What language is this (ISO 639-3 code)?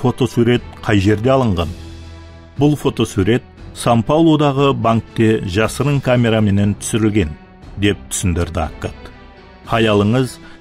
kaa